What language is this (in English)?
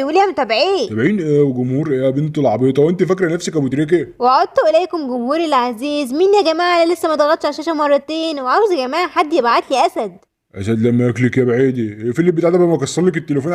Egyptian Arabic